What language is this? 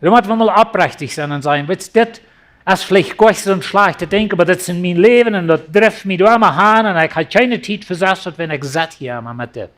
Plautdietsch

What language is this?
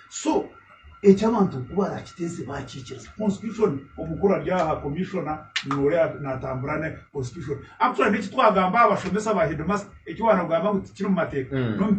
Nyankole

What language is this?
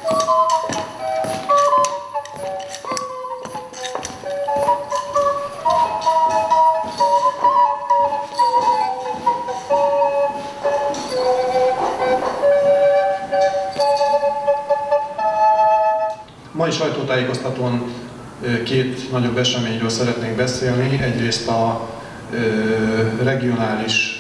Hungarian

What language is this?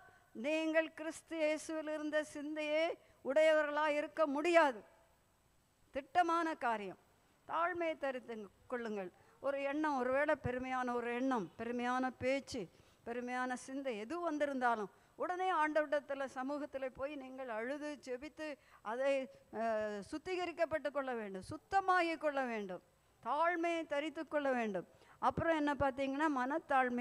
Tamil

